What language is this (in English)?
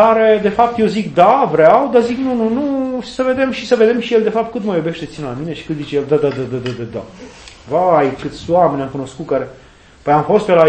Romanian